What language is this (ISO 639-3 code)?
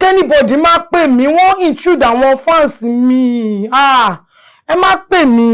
yor